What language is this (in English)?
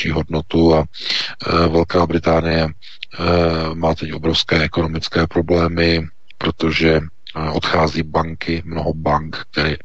Czech